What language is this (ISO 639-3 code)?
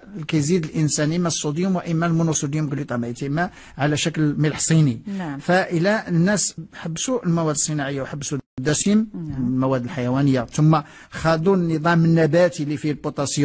ary